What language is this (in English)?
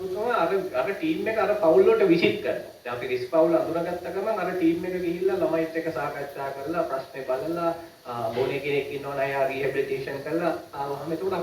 Sinhala